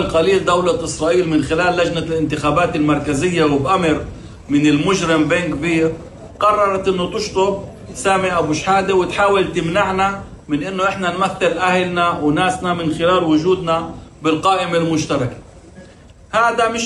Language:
North Levantine Arabic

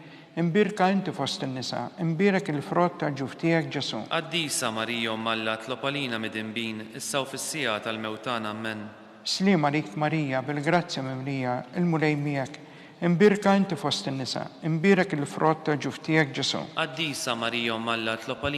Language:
Maltese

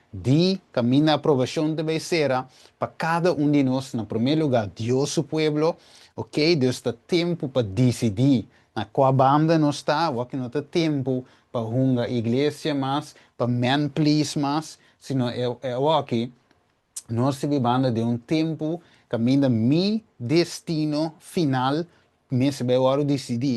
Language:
Papiamento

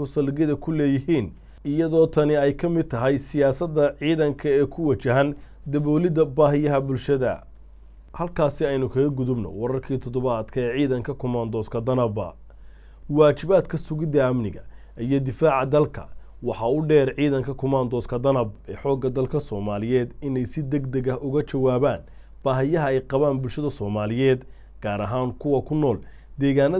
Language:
Somali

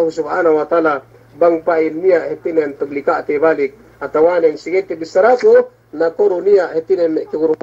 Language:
Yakan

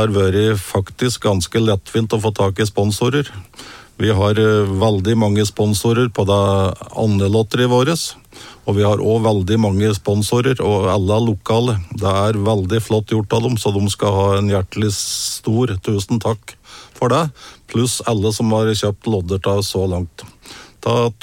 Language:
Norwegian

